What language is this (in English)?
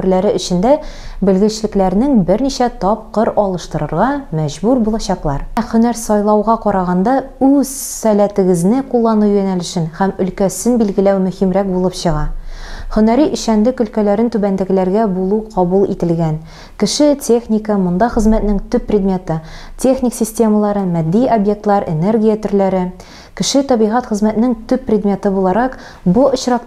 Tatar